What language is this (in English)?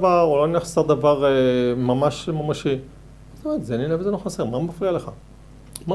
Hebrew